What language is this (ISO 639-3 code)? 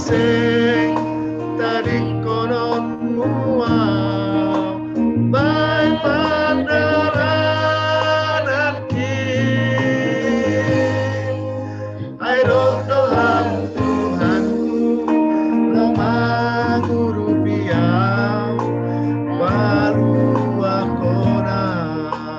bts